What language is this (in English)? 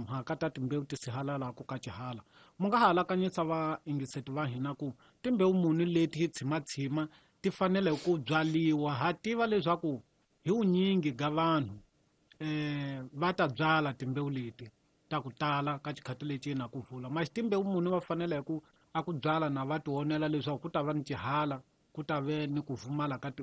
Tsonga